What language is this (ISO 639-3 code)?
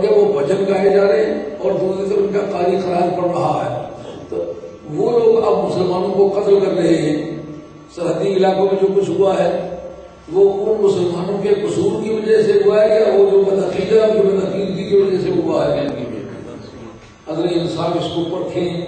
urd